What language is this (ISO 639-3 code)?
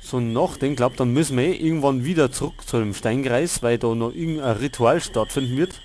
bar